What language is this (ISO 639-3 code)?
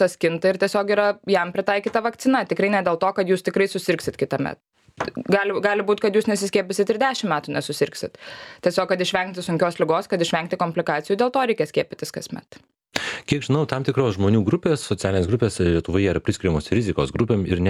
lit